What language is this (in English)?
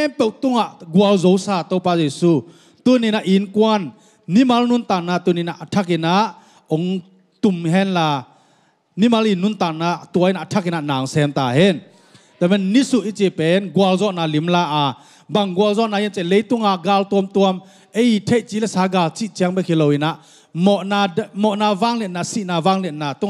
Tedim Chin